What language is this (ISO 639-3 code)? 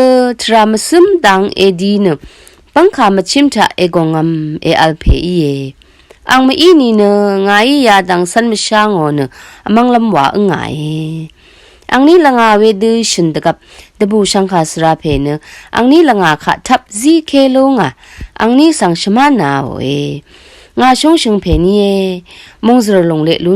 raw